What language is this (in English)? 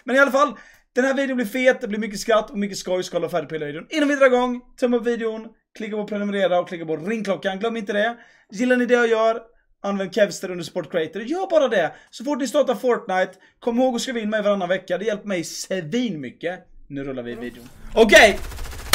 Swedish